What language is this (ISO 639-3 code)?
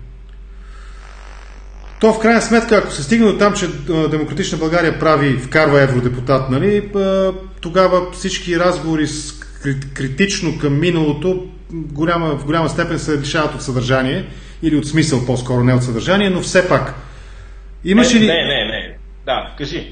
bul